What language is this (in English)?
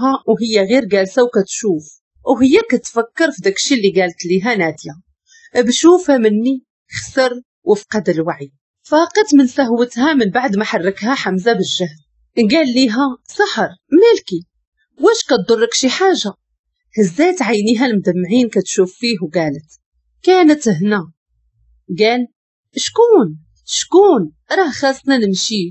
Moroccan Arabic